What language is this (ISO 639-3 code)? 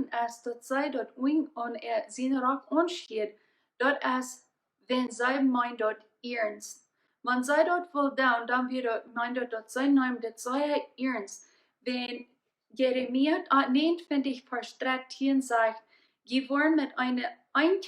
pdt